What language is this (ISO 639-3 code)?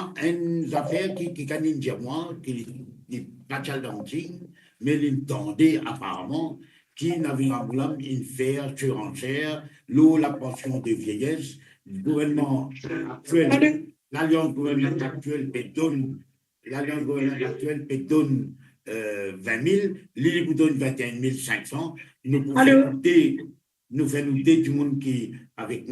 mfe